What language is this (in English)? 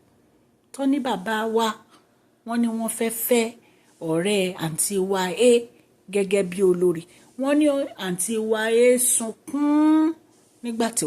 Yoruba